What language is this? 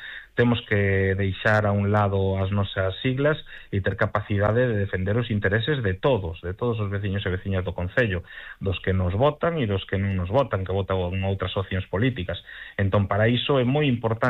Galician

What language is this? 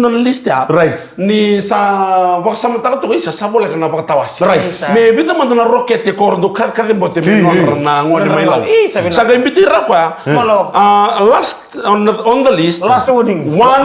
Fijian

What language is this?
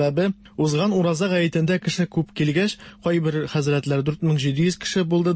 Tatar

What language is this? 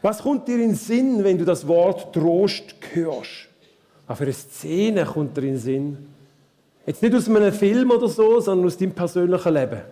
Swiss German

